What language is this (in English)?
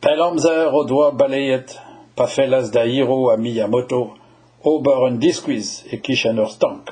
Breton